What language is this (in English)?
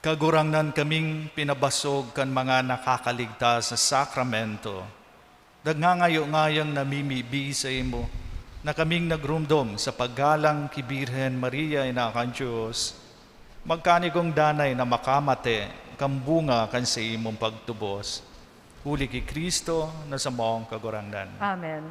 Bikol